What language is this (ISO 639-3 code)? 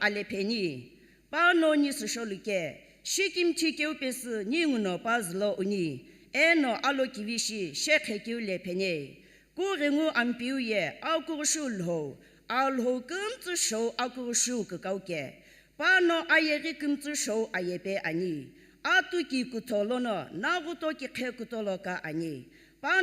nsm